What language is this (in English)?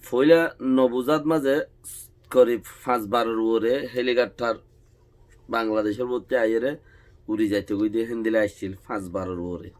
Rohingya